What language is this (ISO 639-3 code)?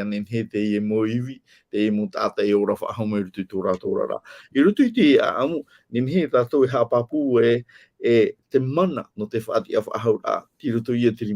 tah